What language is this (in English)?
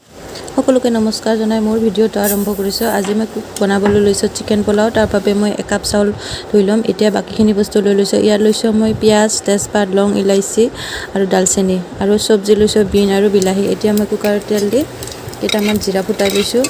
Assamese